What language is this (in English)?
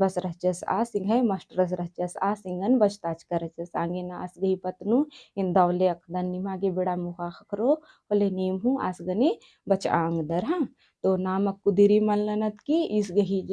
Kurukh